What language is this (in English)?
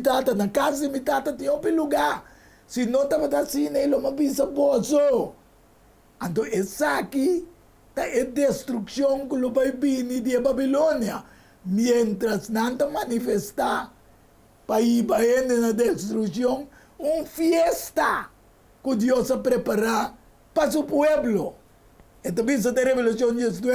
Papiamento